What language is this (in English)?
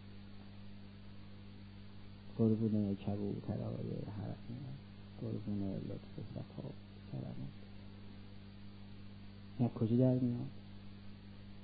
Persian